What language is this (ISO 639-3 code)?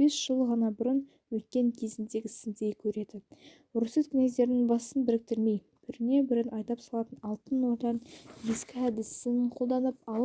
kaz